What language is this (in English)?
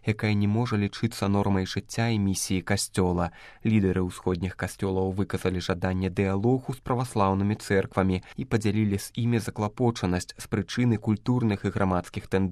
Belarusian